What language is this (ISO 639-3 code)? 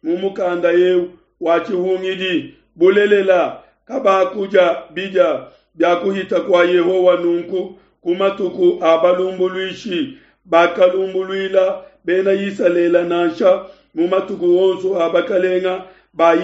lua